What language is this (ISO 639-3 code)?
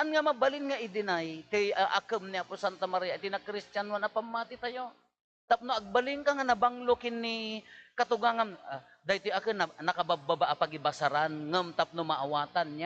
ilo